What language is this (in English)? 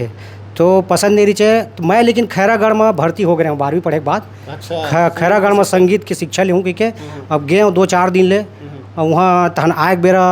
Chhattisgarhi